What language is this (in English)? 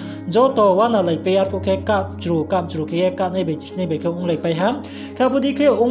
Riang (India)